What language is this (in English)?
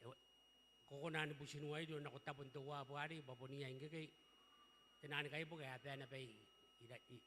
Gilbertese